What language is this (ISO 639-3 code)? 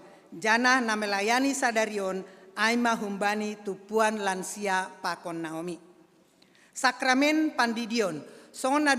bts